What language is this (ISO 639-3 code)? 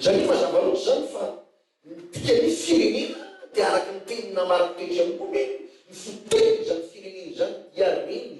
mlg